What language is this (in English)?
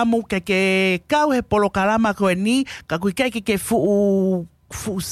Tongan